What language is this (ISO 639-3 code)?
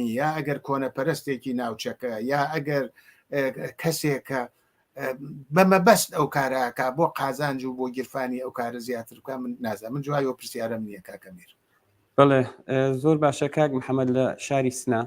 ckb